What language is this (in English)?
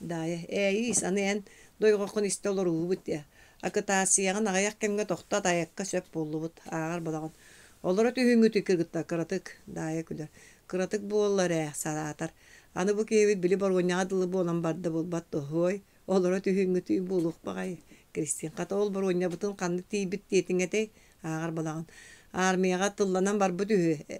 Yakut